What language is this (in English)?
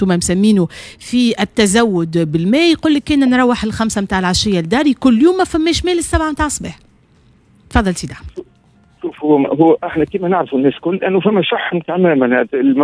Tunisian Arabic